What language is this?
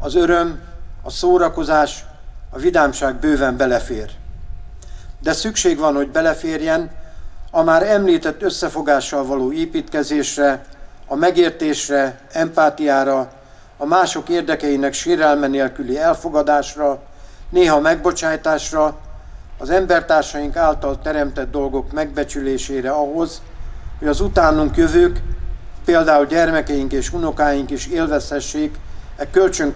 Hungarian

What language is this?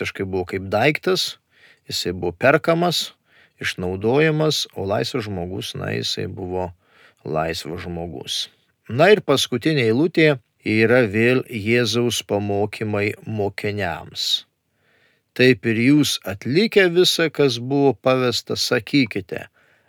Lithuanian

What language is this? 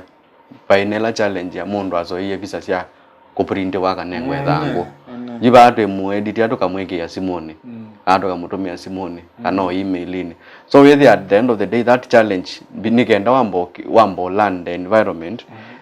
Kamba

